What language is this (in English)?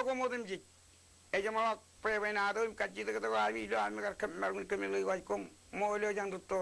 Marshallese